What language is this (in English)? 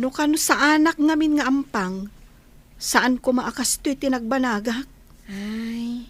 Iloko